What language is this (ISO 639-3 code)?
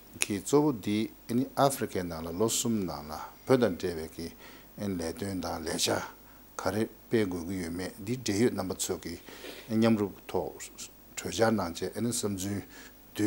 bod